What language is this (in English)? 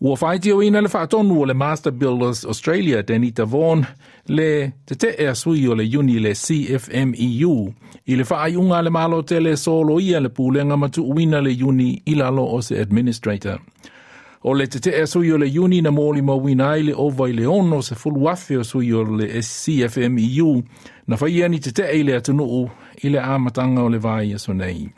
Samoan